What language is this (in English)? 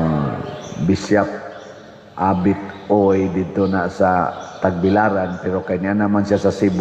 Cebuano